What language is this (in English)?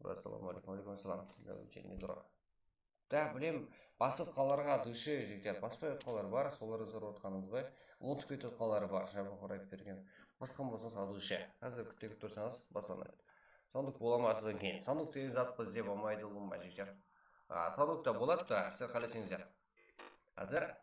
Kara-Kalpak